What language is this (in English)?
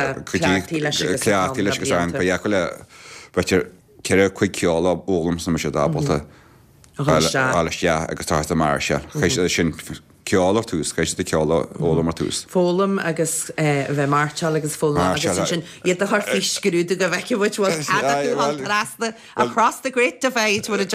Irish